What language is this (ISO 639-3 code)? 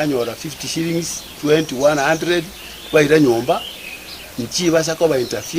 guz